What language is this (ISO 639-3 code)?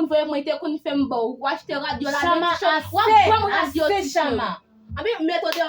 hat